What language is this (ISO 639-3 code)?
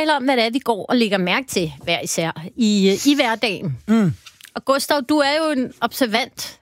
dan